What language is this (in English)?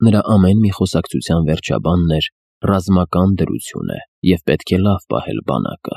Armenian